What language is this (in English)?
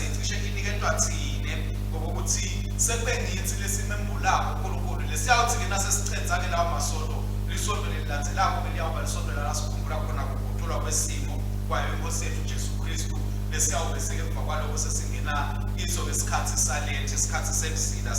Swati